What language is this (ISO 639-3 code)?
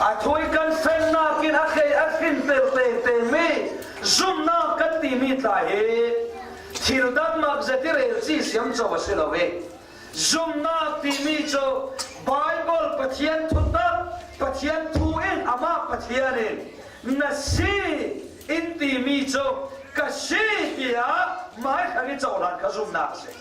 cfm